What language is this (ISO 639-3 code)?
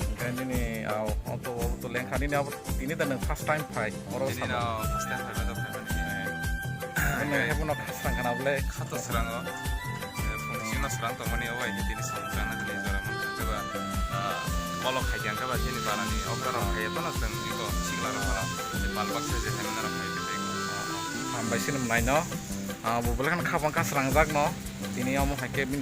trp